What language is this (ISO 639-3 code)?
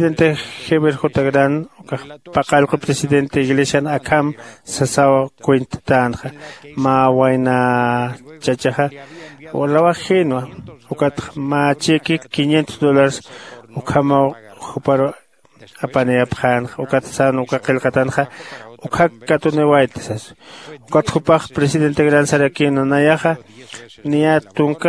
aym